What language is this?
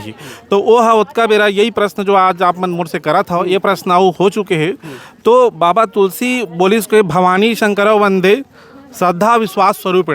Chhattisgarhi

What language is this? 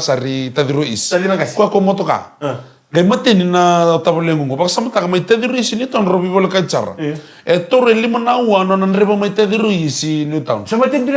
Fijian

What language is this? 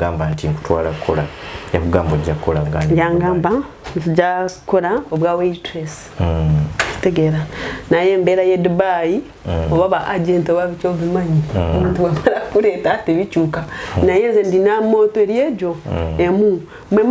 Ganda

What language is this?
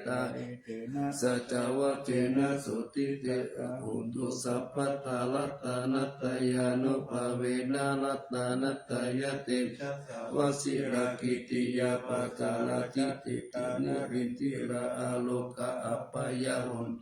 Pali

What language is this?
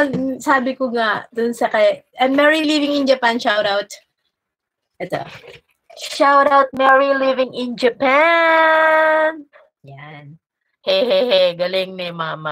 Filipino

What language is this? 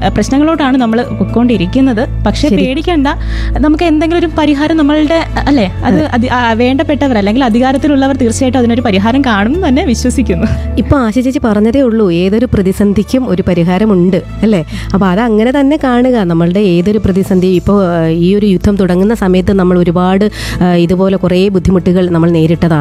Malayalam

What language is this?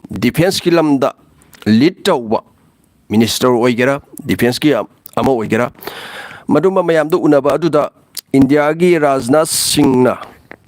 Manipuri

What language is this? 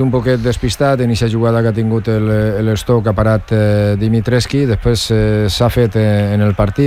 Catalan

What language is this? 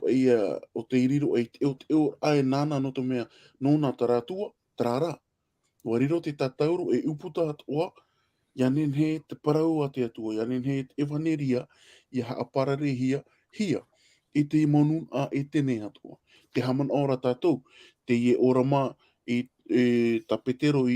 Tahitian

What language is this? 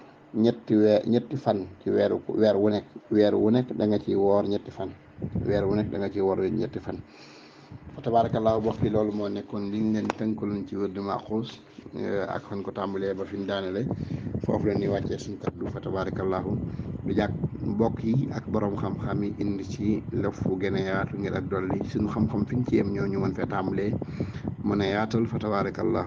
Wolof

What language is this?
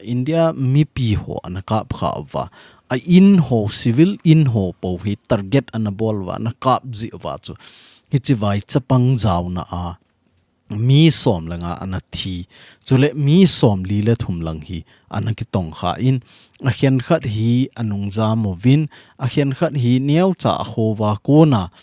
Thado Chin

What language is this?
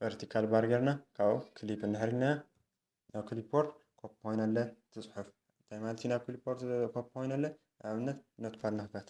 Tigrinya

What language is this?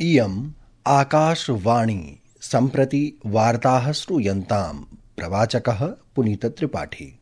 Sanskrit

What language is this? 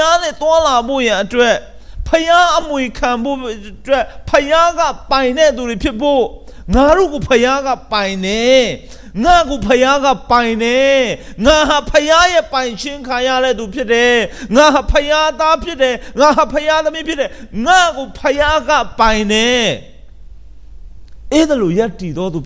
Burmese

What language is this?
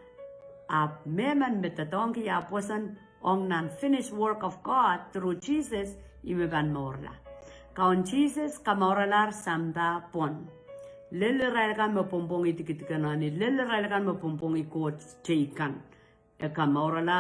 Pohnpeian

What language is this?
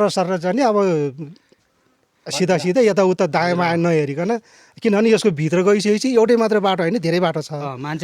Nepali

